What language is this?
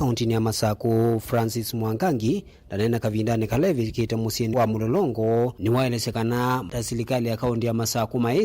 Kamba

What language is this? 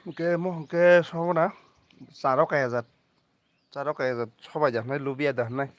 Kok Borok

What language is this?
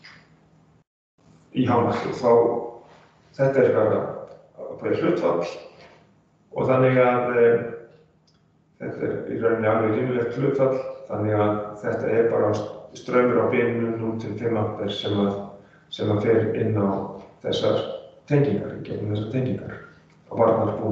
Icelandic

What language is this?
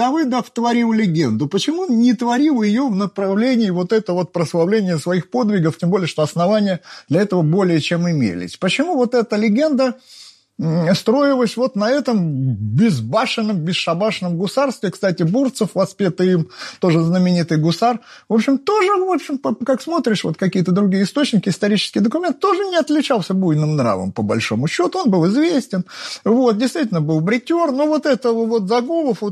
Russian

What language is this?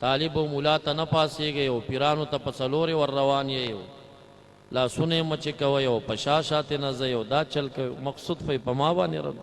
Pashto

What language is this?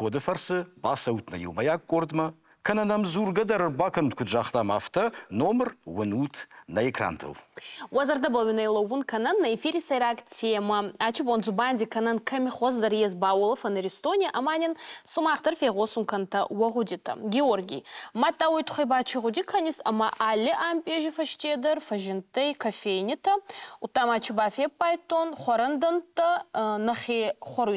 Ossetic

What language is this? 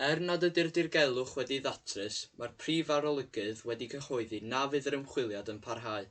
Welsh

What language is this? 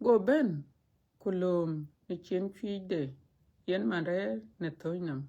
Dinka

